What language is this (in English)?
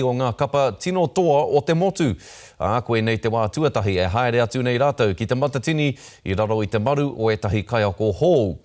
Māori